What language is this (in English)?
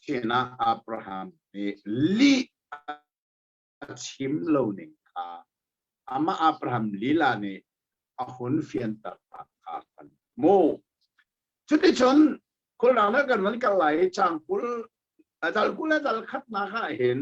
Hakha Chin